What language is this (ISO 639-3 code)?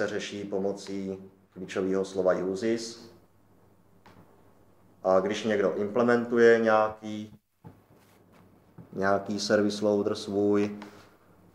ces